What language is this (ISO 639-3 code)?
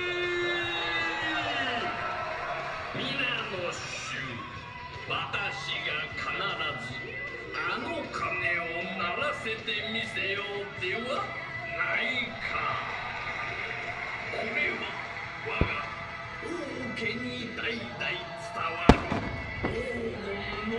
jpn